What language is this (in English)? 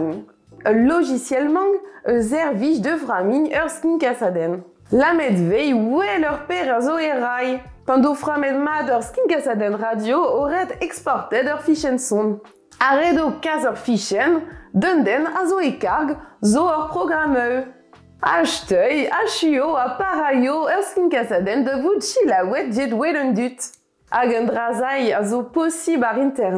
Breton